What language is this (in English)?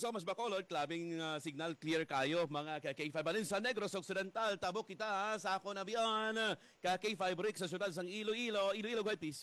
Hiligaynon